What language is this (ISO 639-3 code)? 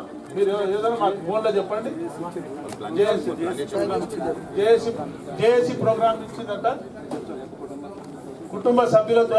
tel